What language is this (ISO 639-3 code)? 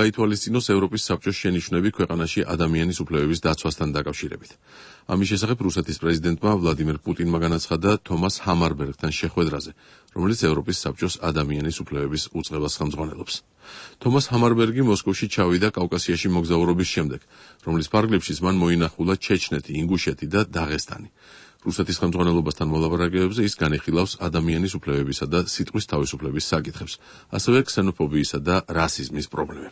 kat